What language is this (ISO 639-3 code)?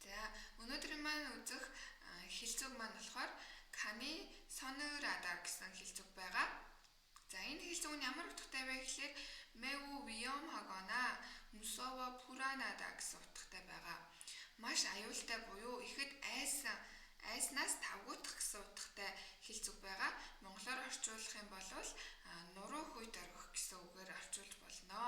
mon